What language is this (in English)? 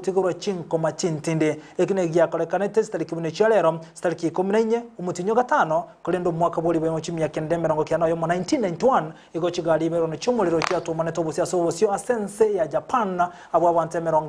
Gusii